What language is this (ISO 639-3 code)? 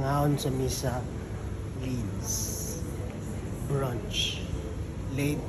ceb